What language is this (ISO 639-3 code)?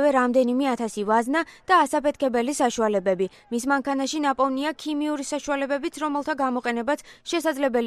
kat